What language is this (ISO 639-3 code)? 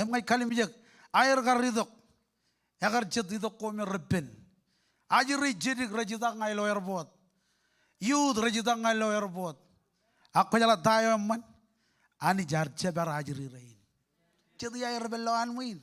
mah